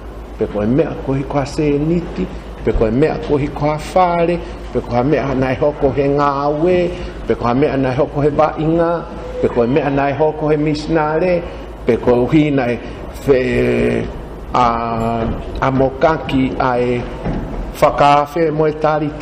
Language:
Tongan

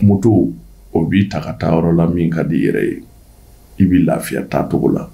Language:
Bambara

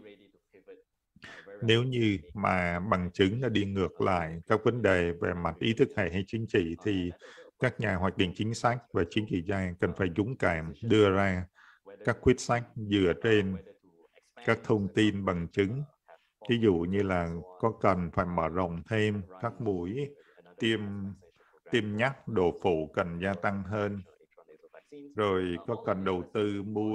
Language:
Vietnamese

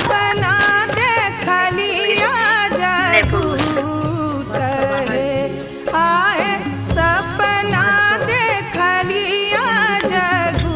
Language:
Maithili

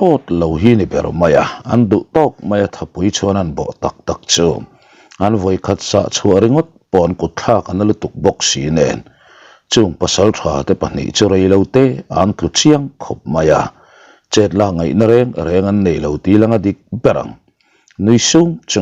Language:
Mizo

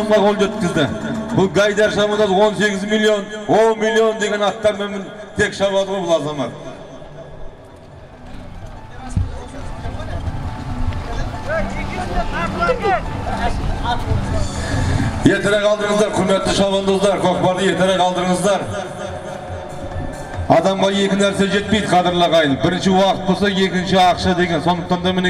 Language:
Kazakh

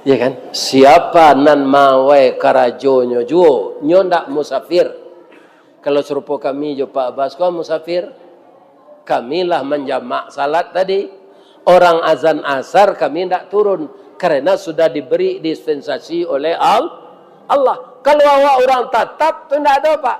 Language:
Minangkabau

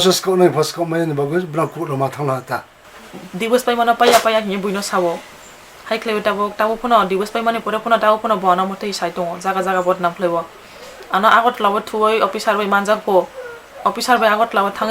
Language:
Kok Borok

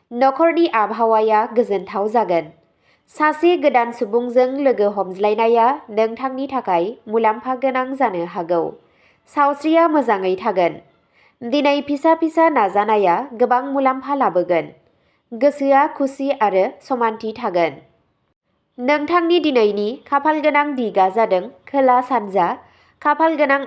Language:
Bodo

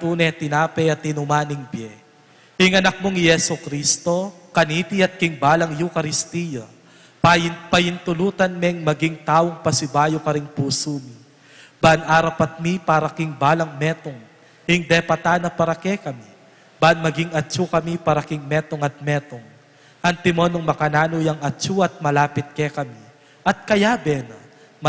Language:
Pampanga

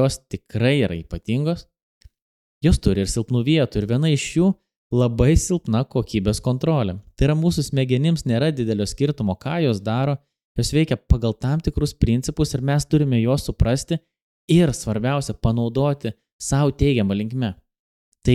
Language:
Lithuanian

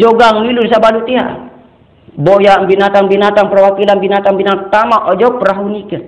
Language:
Sasak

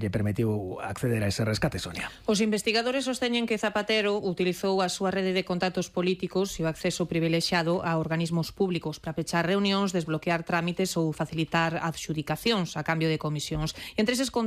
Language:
Galician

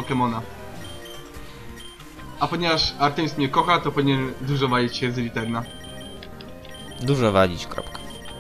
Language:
Polish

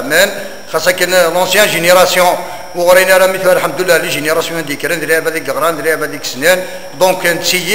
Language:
Kabyle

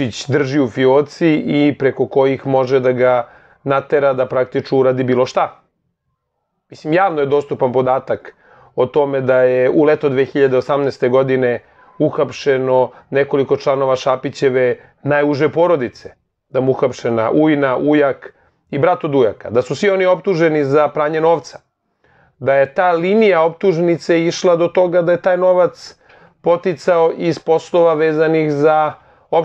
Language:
Serbian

